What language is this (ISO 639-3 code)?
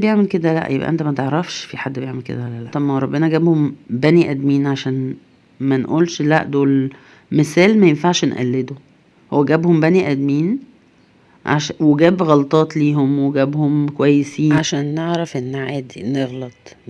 arz